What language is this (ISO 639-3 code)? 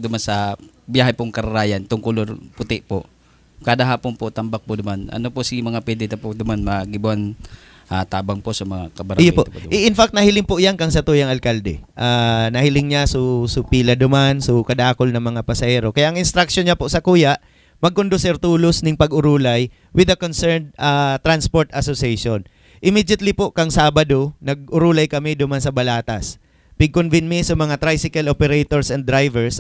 bik